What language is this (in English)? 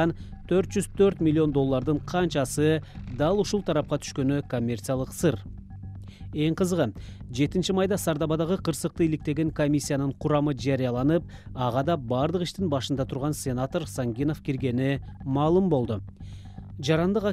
Kyrgyz